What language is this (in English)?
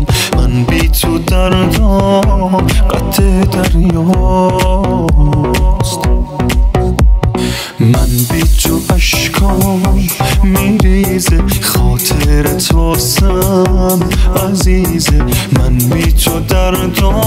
Persian